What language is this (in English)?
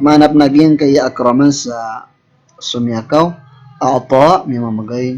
Maranao